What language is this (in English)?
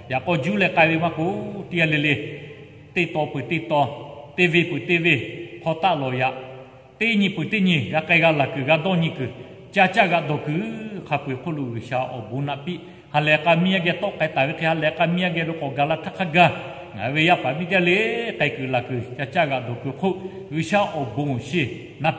Lahu